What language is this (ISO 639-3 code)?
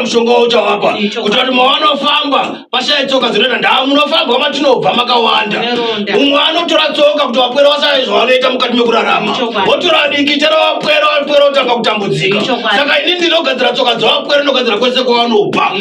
sna